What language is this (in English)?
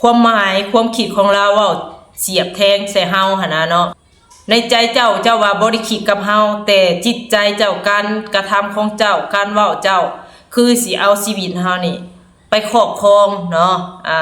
Lao